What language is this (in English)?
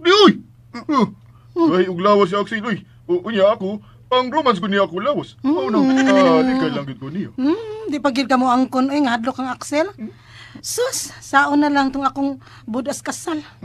Cebuano